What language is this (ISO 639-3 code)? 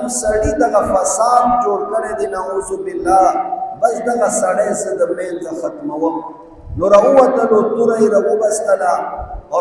pus